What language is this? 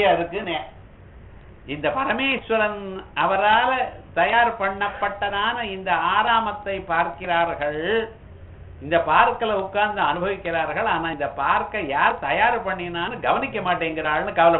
Tamil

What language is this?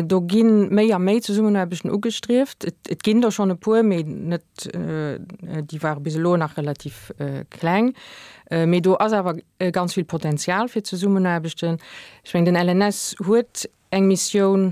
Luxembourgish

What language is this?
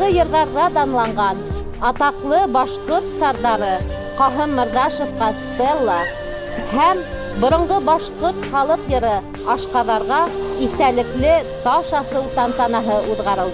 Bashkir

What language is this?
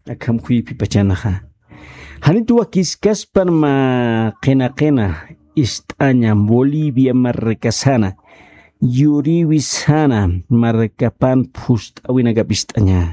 Aymara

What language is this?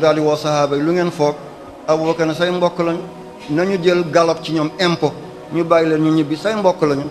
Wolof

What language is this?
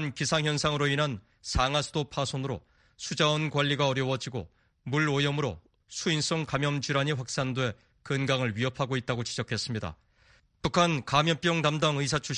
Korean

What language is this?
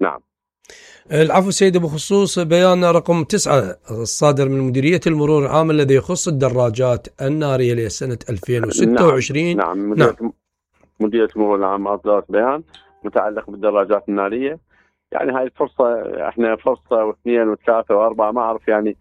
Mesopotamian Arabic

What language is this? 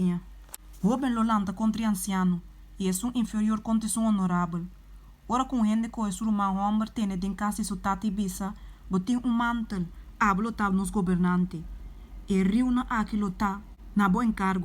Papiamento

